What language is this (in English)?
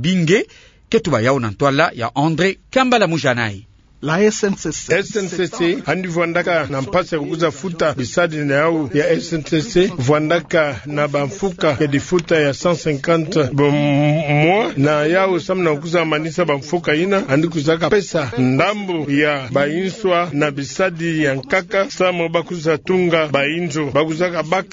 Kituba (Democratic Republic of Congo)